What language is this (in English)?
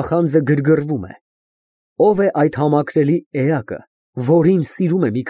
Armenian